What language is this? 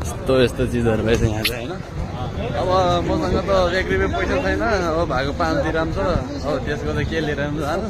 Nepali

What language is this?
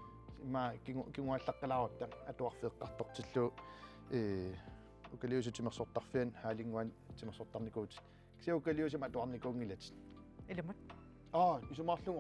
Kalaallisut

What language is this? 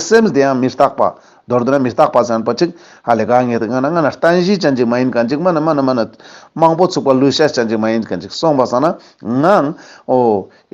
Ladakhi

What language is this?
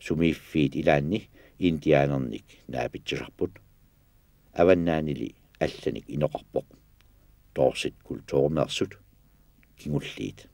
Kalaallisut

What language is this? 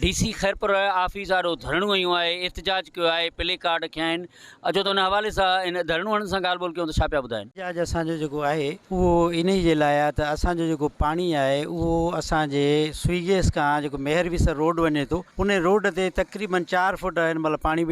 Sindhi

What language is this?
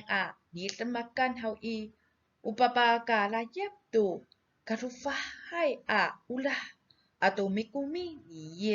Amis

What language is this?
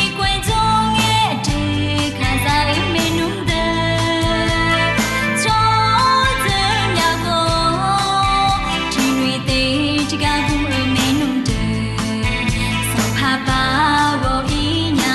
Akha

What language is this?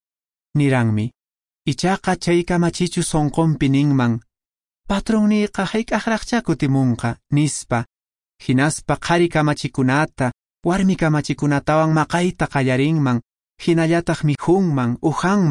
Quechua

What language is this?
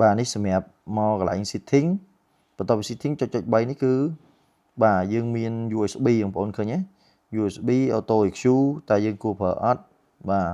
Khmer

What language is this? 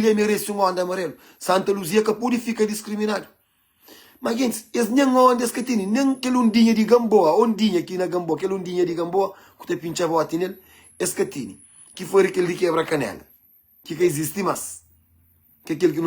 Kabuverdianu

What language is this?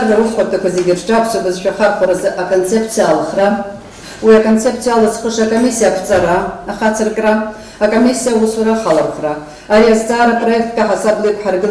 Abkhazian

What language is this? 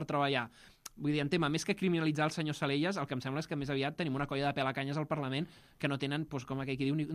Catalan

